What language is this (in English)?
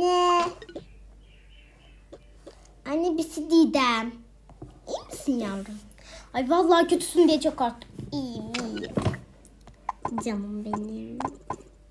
Turkish